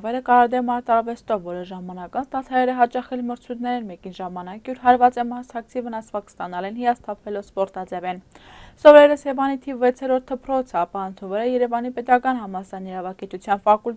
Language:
Armenian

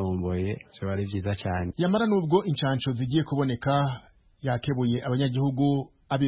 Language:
Kinyarwanda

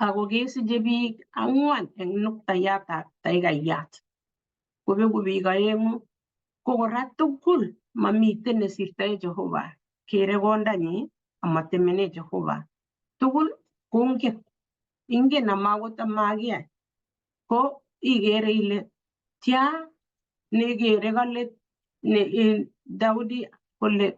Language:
Kalenjin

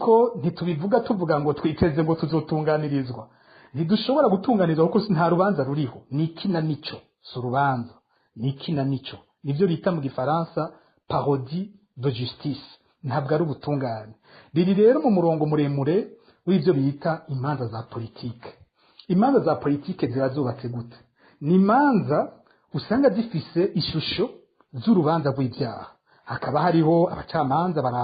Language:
Rundi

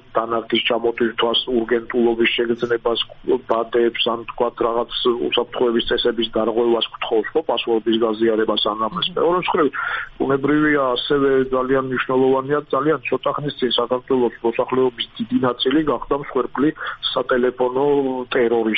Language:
Georgian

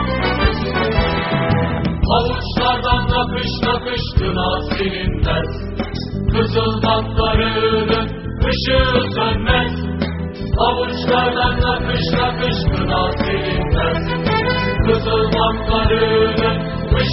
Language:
Turkish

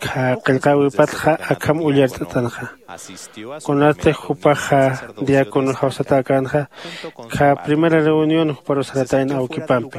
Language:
Aymara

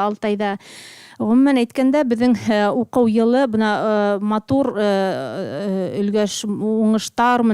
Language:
Bashkir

